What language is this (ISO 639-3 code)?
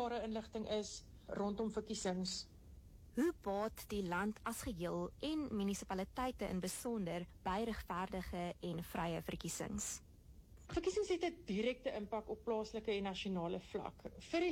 afr